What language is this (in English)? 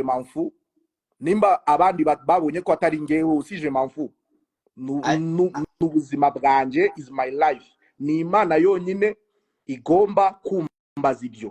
Kinyarwanda